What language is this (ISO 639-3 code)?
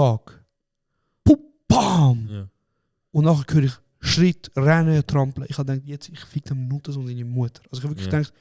gsw